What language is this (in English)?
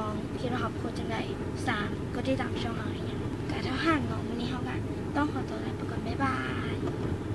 Lao